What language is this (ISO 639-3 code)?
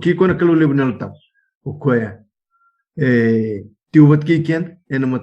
fij